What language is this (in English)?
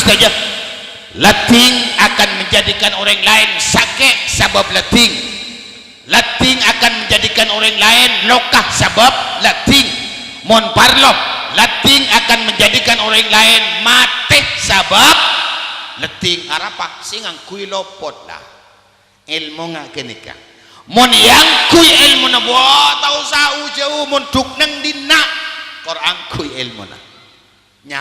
Madurese